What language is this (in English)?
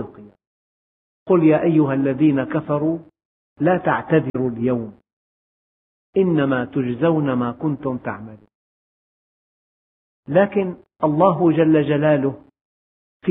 Arabic